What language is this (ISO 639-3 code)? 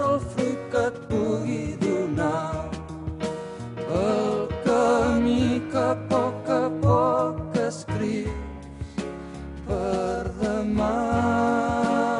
cat